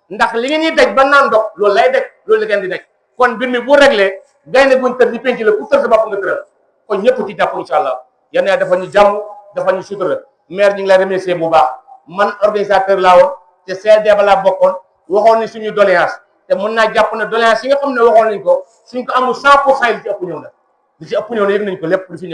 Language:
Wolof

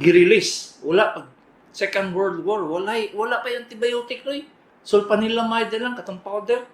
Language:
Cebuano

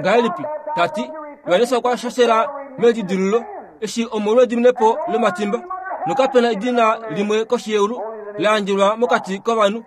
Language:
Kuanyama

